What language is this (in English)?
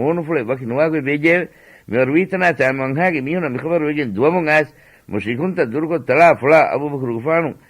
Divehi